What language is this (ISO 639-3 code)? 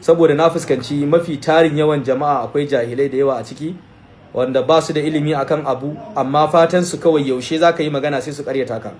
hau